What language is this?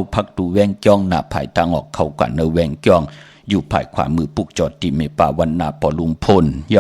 Shan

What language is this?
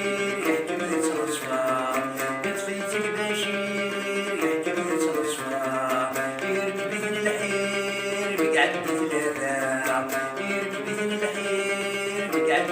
Kabyle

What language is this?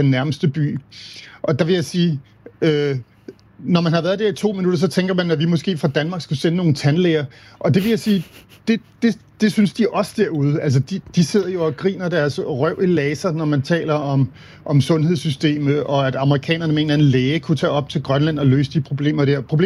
Danish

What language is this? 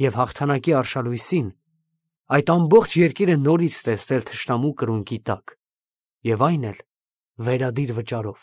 Armenian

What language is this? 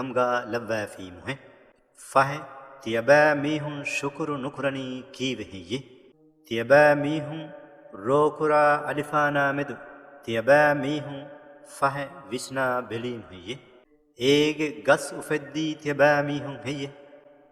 Divehi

